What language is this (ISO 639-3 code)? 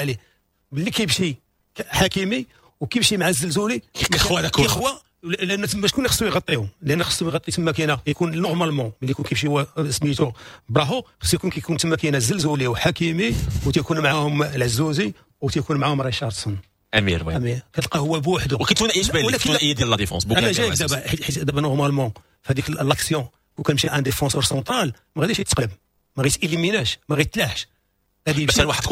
ary